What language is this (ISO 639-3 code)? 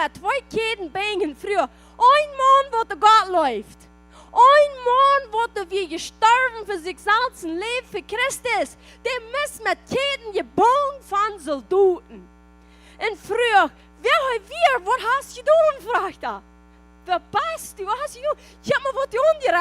pdt